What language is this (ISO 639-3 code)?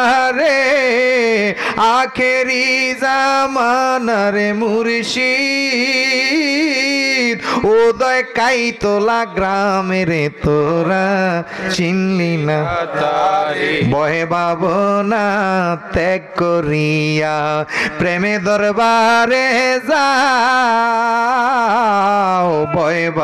ben